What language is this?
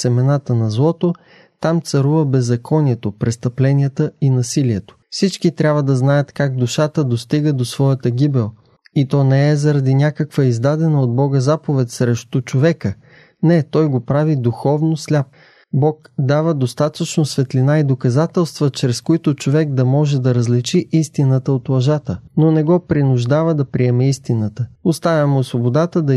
Bulgarian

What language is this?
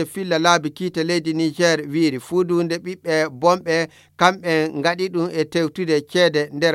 Nigerian Fulfulde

